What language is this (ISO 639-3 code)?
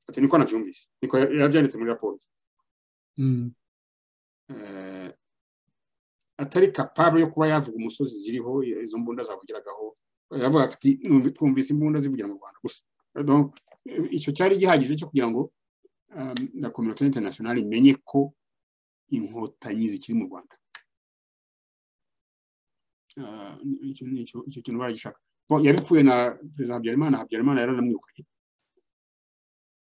kin